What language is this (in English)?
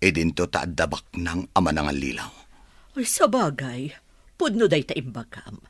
Iloko